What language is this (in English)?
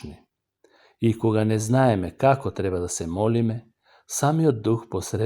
Macedonian